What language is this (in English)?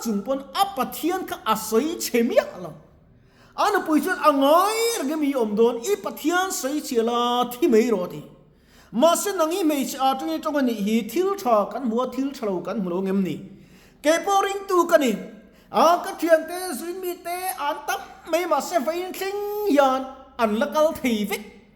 Mizo